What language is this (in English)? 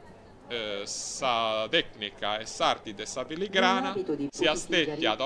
Sardinian